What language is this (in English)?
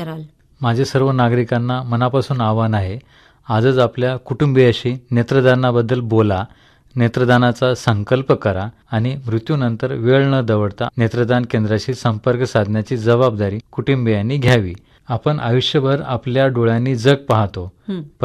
Marathi